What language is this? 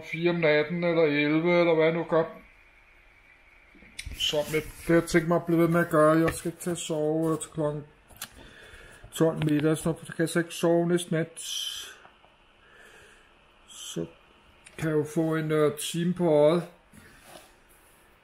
Danish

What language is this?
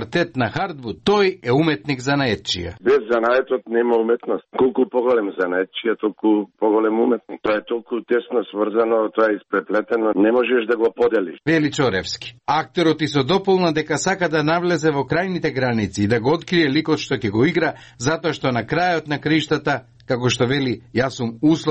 Macedonian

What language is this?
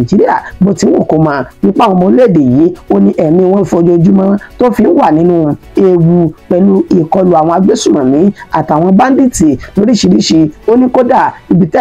Yoruba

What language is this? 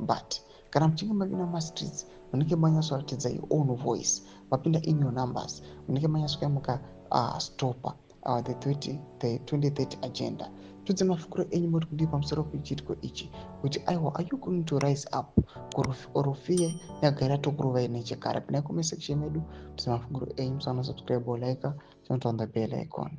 Shona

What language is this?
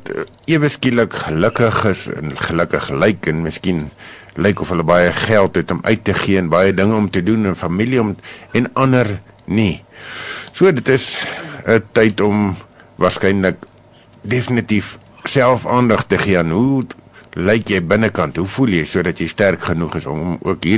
Afrikaans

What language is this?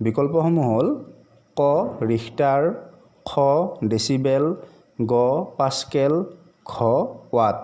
Assamese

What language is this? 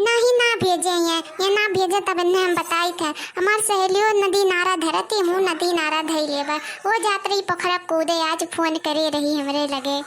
Awadhi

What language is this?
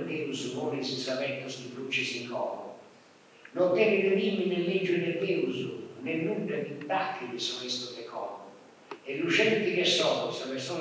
Sardinian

